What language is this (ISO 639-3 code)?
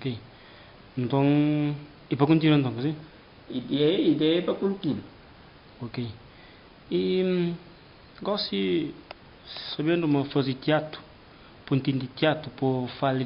kea